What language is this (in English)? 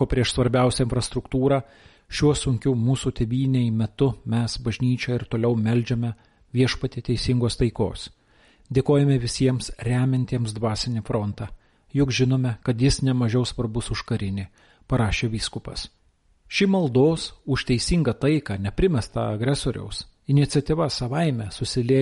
Lithuanian